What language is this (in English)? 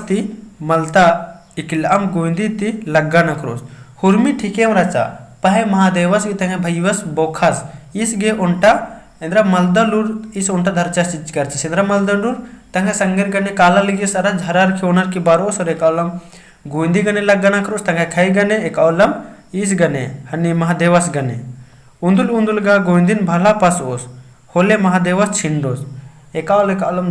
Kurukh